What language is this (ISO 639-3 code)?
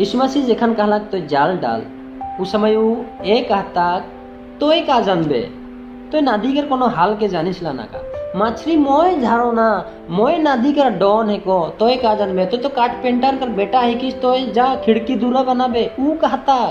sck